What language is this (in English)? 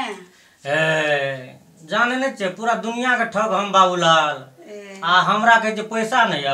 Maithili